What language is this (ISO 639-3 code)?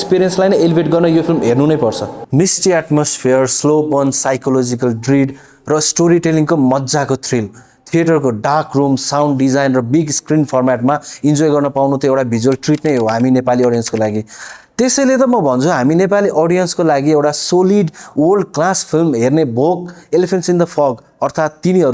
nep